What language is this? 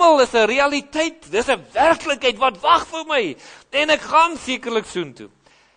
Afrikaans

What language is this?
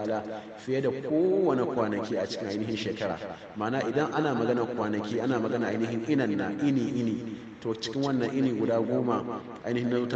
Hausa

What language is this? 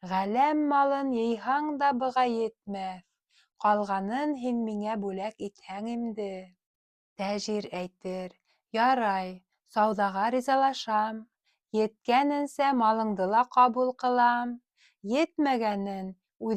Bashkir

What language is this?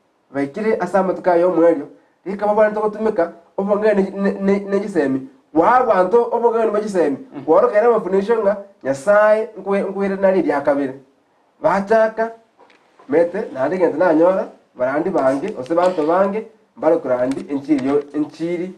Gusii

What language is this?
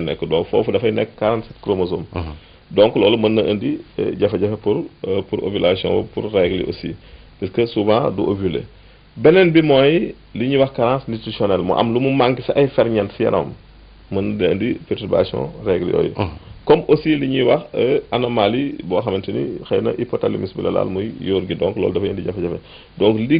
Wolof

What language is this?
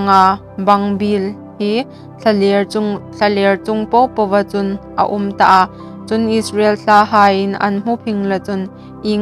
Hmar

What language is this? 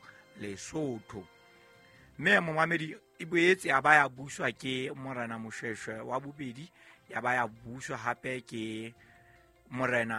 Southern Sotho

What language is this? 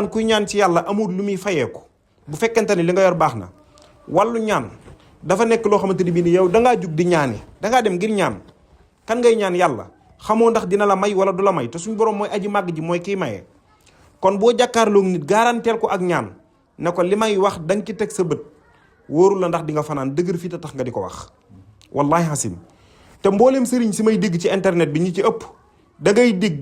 Wolof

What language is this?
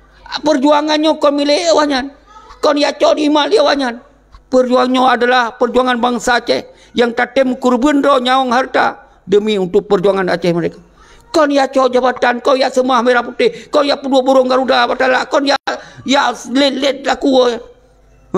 Achinese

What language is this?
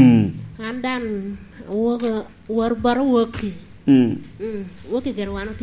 Lango (Uganda)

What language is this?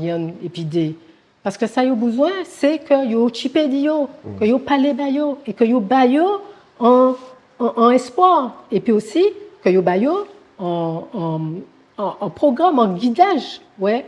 Guadeloupean Creole French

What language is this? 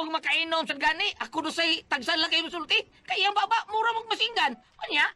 Cebuano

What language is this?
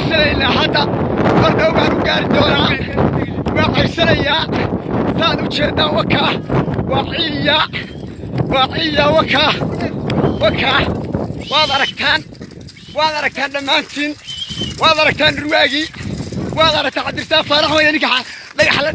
Somali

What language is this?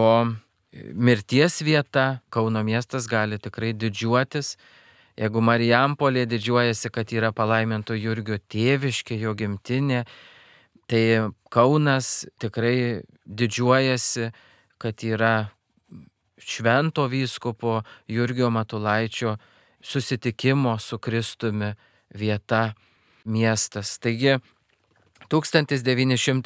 Lithuanian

